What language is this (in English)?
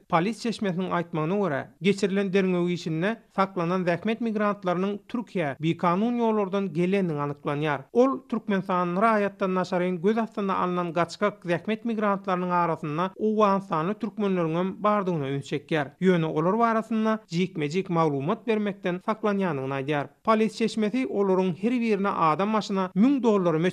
Turkmen